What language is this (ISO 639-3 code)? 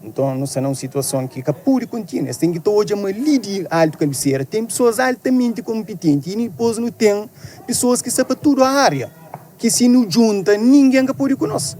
kea